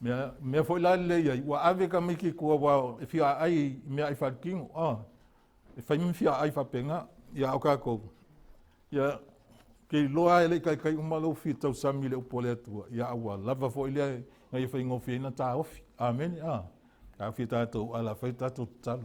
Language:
Samoan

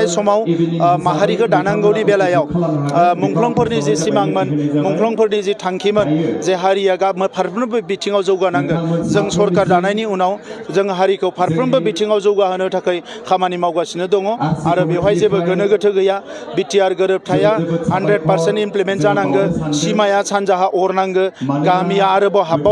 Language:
Bodo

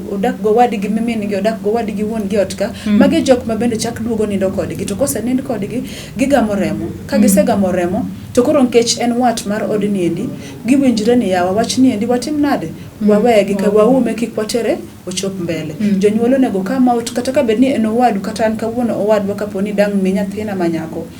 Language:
Luo (Kenya and Tanzania)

